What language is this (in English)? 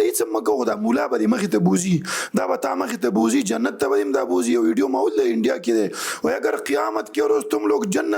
Pashto